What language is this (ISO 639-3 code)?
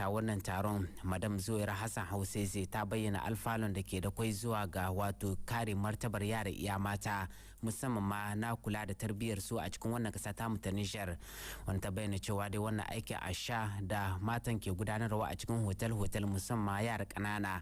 hau